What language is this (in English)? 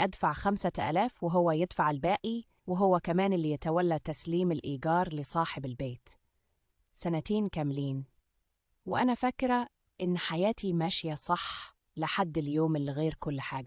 Egyptian Arabic